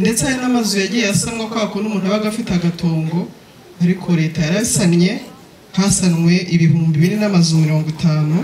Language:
Kinyarwanda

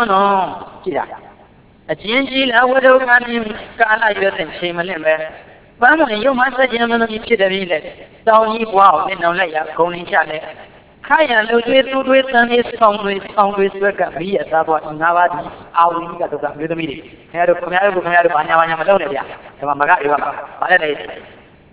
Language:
Burmese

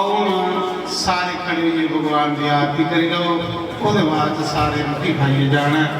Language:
Dogri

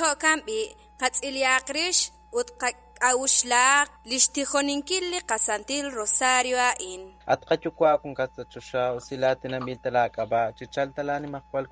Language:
Kekchí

